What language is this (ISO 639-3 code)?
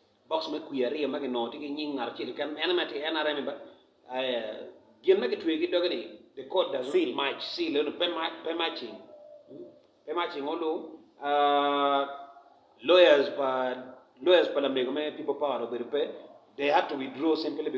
ach